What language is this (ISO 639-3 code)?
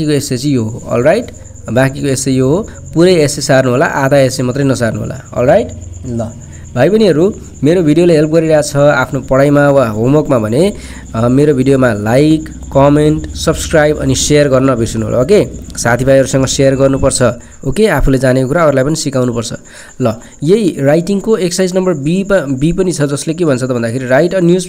nep